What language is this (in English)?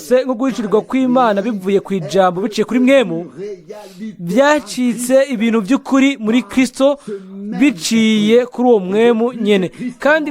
Rundi